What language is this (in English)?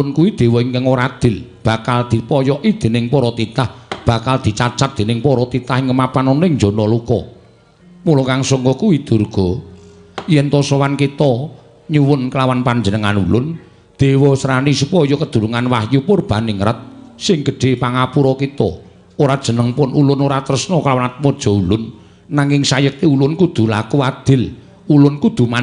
Javanese